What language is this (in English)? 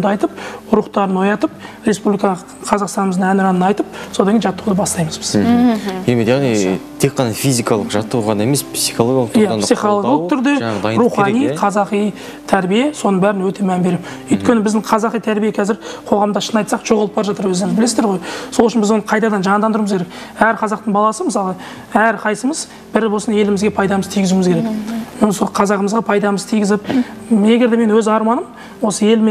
Kazakh